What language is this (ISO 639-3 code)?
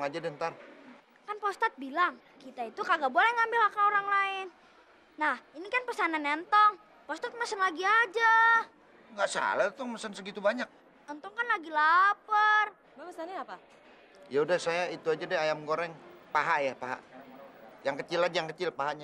bew